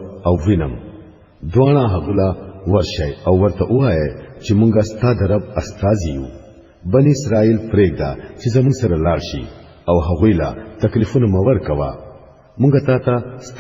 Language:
Pashto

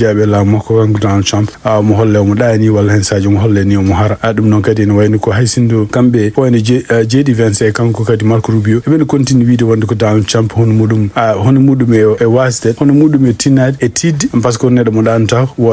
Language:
Fula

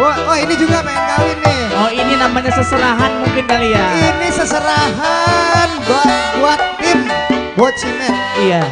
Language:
Betawi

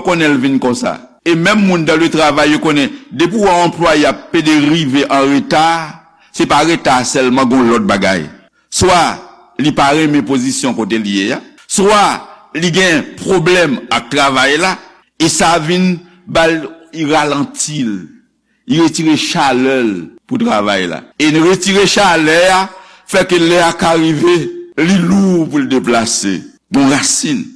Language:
Haitian Creole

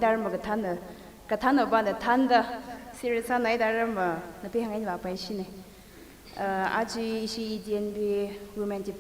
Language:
Tangkhul Naga (India)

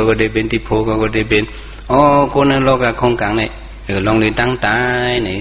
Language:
Shan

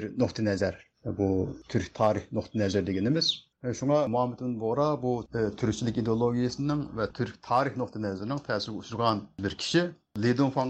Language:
Uyghur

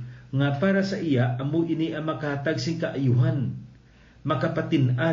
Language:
Hiligaynon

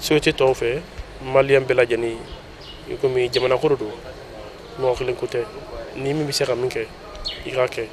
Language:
Bambara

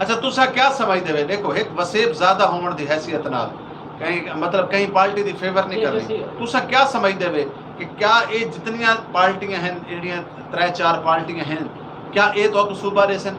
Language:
Saraiki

